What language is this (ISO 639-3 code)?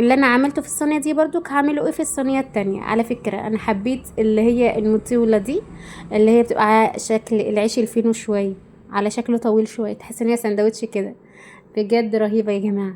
arz